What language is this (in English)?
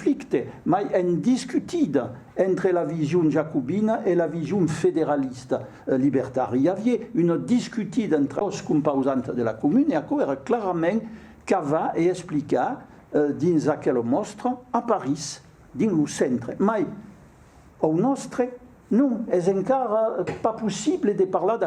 Occitan